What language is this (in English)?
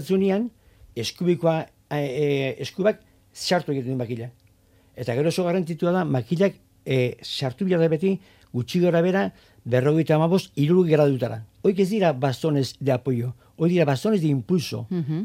Basque